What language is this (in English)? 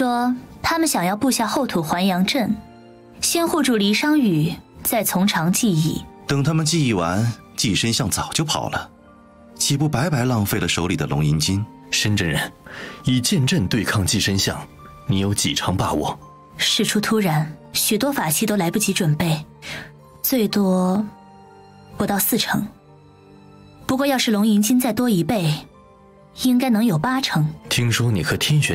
Chinese